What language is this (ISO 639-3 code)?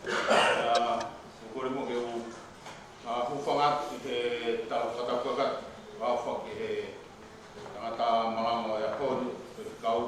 ton